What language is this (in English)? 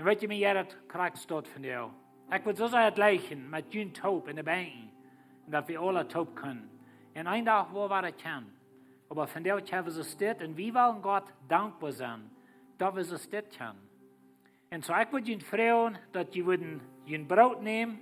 Plautdietsch